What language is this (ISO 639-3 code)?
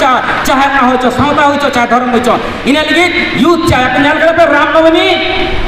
sat